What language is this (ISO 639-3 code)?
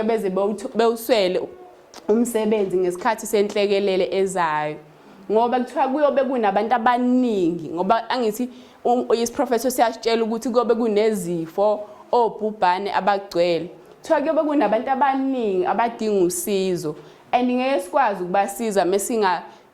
zul